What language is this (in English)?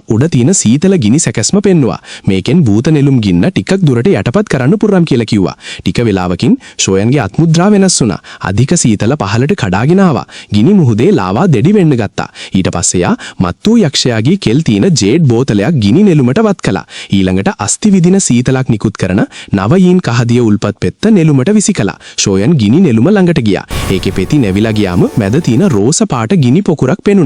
Sinhala